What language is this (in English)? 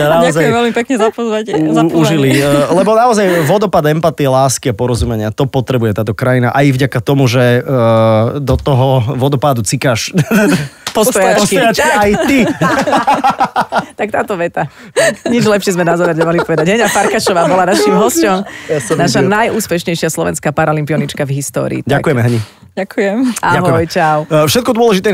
Slovak